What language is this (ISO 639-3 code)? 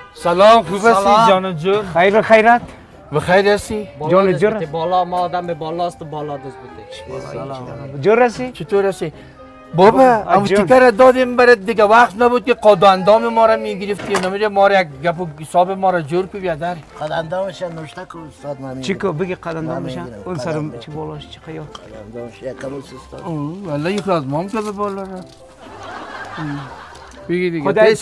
fas